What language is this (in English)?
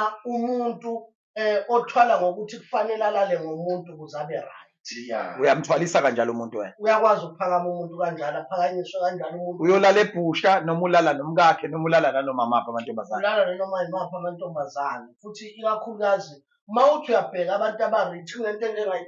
Zulu